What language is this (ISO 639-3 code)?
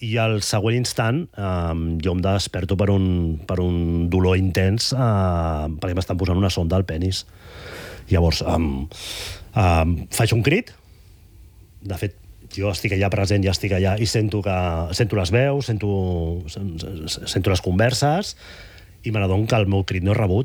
cat